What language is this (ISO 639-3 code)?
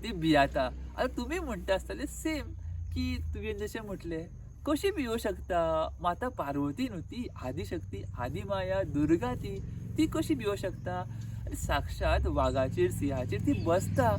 kok